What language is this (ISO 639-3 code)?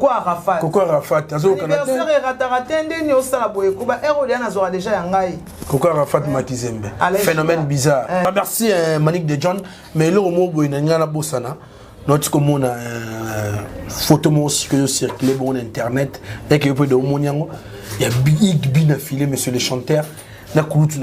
lin